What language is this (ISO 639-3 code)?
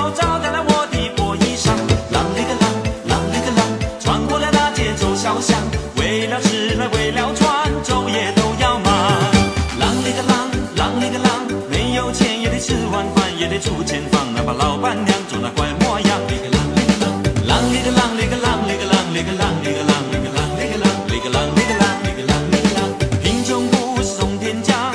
zho